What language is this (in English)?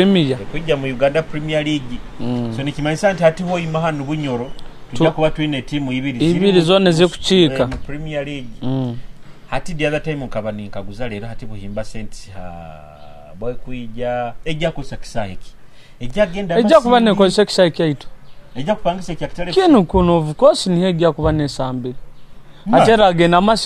Nyoro